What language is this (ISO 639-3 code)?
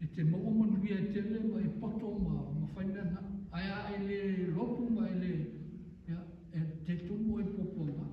smo